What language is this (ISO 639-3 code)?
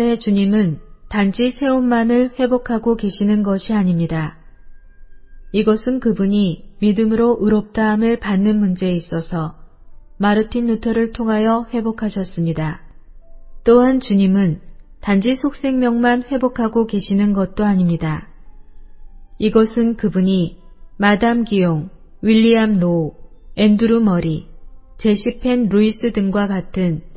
kor